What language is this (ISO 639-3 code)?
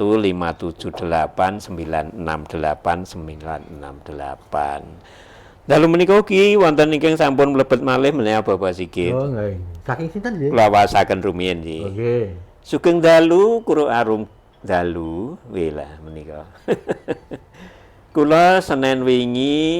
jav